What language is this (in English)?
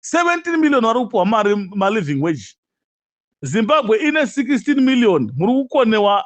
Shona